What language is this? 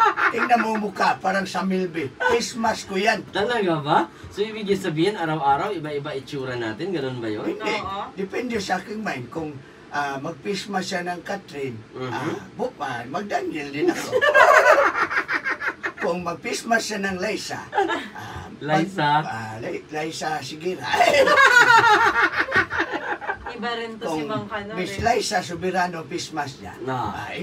Filipino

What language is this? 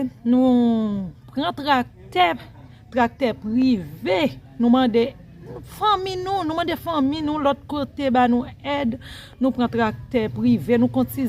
Haitian Creole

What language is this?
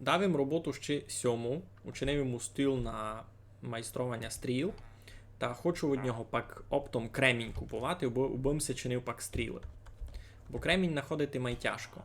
Rusyn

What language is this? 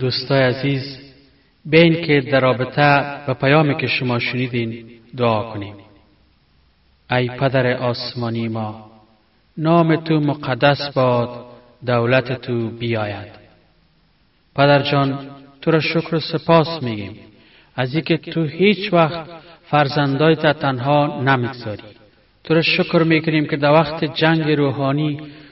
Persian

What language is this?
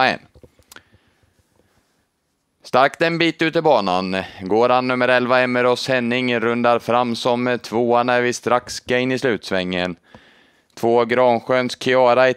Swedish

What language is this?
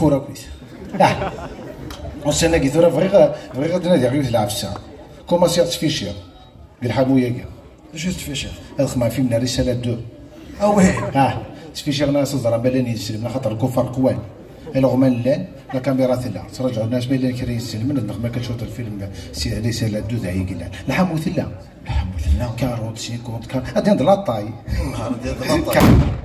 Kabyle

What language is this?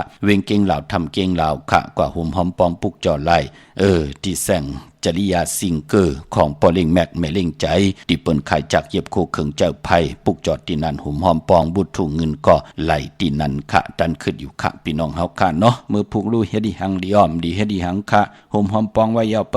Shan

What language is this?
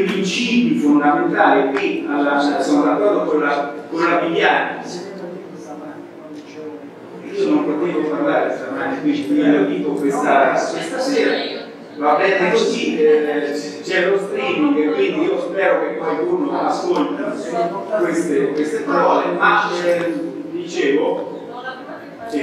Italian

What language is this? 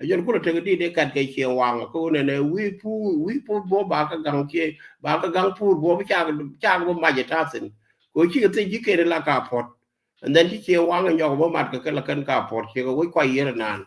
Nuer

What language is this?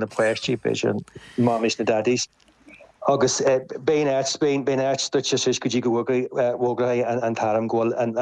Irish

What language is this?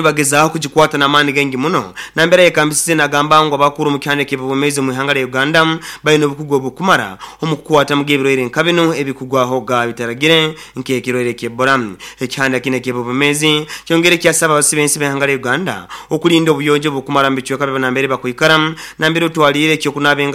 Nyoro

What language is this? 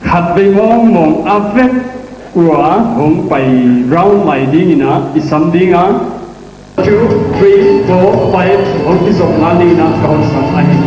Paite Chin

